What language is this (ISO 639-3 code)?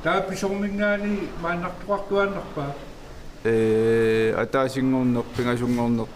kal